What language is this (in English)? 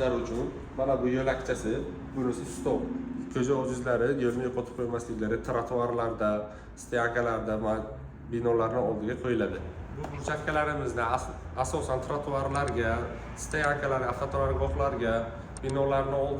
Uzbek